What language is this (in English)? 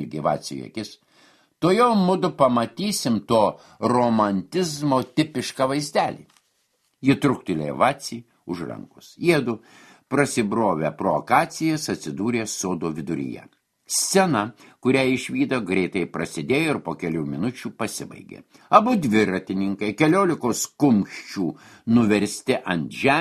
Lithuanian